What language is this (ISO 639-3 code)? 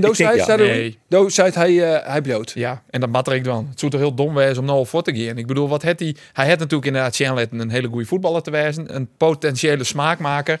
fry